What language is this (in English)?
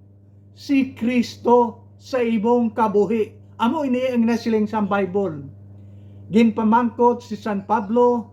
Hiligaynon